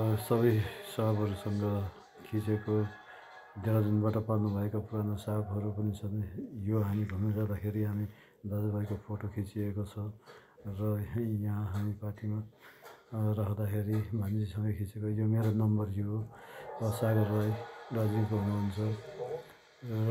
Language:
Nepali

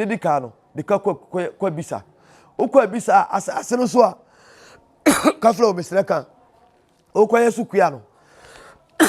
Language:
Akan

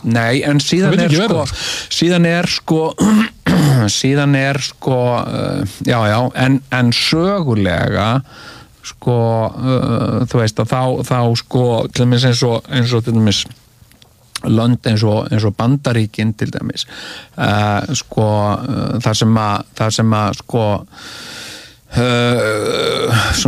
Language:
Icelandic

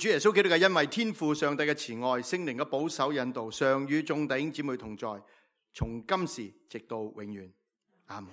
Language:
Cantonese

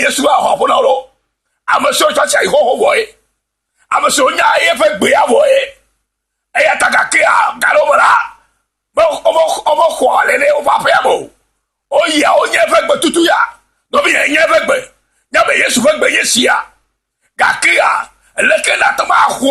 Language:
Ewe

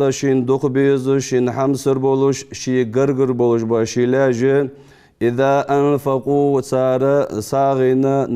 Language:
Ingush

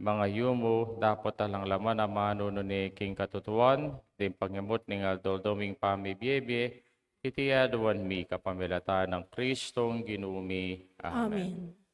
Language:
Pampanga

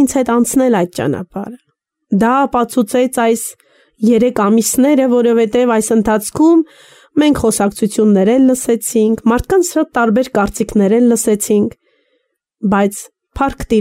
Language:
Armenian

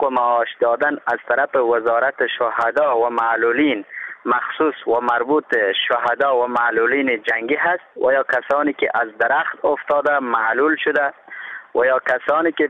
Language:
Persian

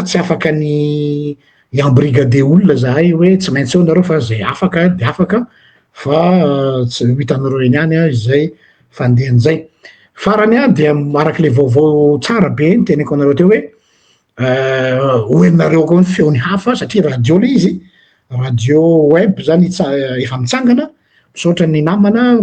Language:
Malagasy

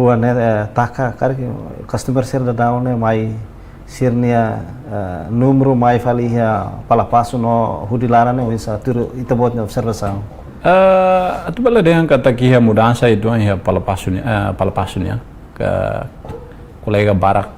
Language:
Tetum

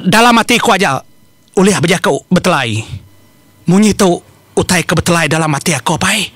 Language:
Iban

